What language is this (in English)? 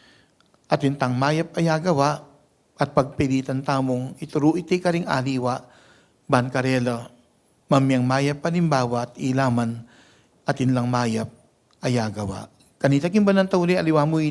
Pampanga